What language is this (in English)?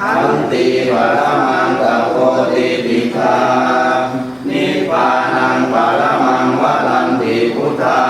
Pali